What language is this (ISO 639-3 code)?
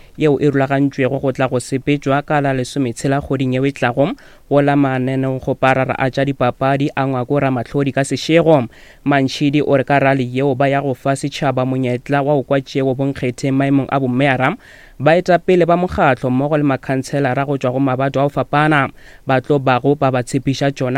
nso